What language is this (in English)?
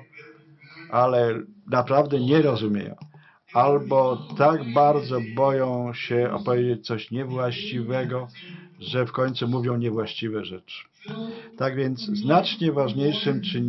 Polish